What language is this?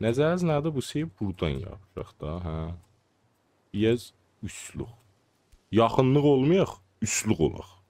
South Azerbaijani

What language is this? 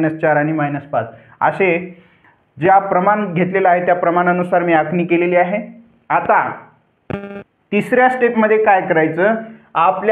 Marathi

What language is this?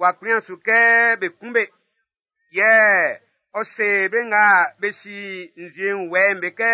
Baoulé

